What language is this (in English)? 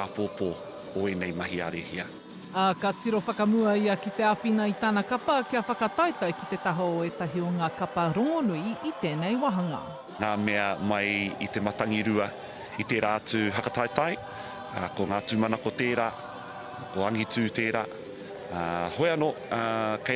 Māori